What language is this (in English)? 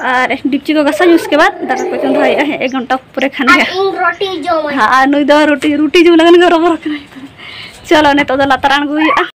Santali